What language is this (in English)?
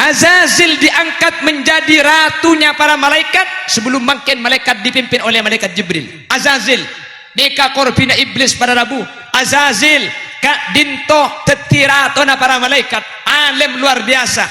Madurese